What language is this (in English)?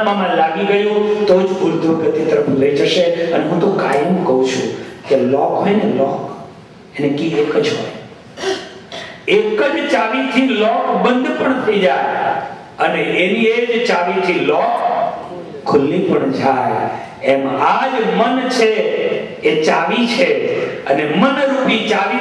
Gujarati